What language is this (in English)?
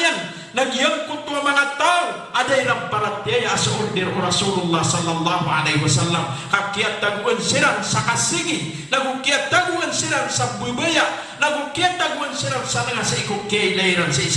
Maranao